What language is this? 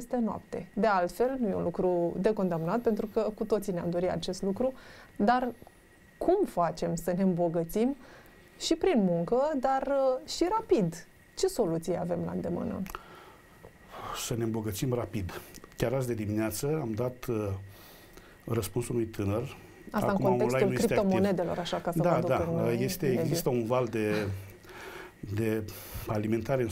Romanian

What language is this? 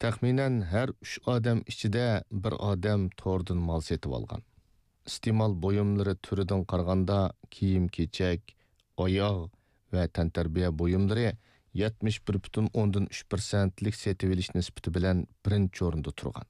Uyghur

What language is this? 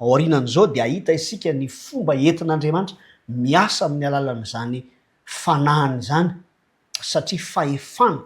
Malagasy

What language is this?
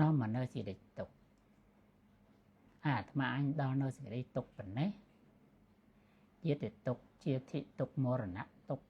Khmer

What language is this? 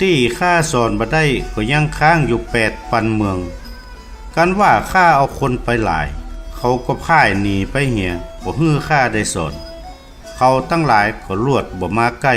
Northern Thai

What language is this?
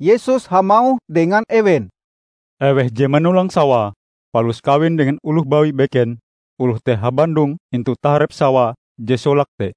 Ngaju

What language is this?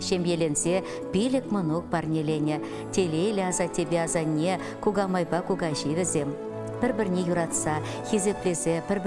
Chuvash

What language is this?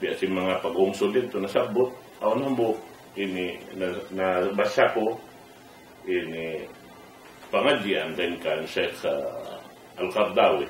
Tausug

